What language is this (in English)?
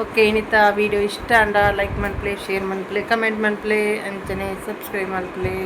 Tulu